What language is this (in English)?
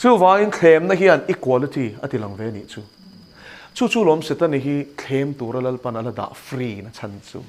Mizo